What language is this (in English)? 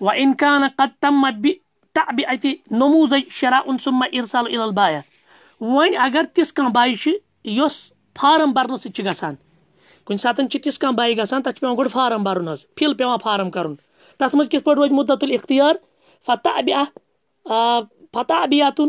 Kashmiri